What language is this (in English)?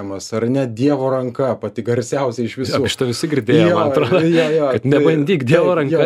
Lithuanian